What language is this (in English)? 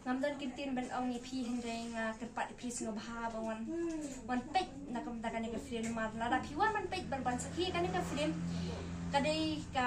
Khasi